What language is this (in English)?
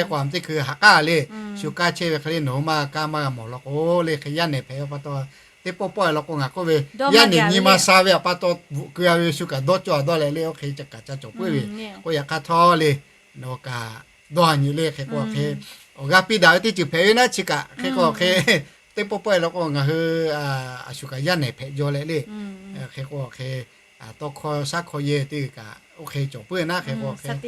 Lahu